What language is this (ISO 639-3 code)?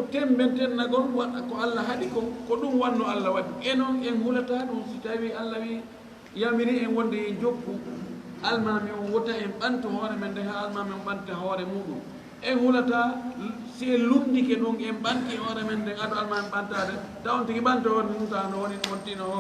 ful